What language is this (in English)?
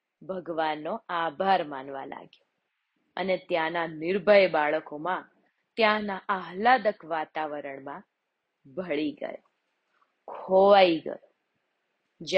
Gujarati